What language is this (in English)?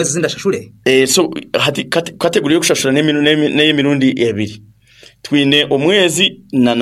Nyankole